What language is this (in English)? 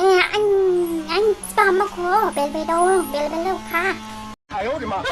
Dimasa